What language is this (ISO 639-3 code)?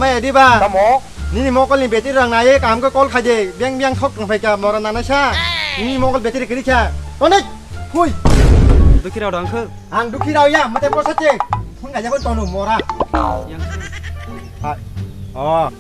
trp